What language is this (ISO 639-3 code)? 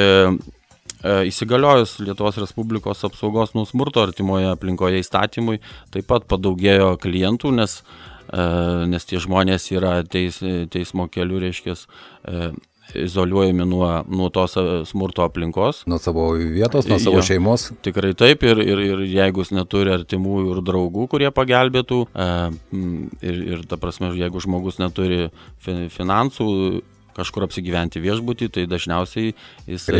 lit